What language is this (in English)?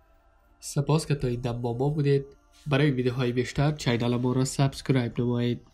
Persian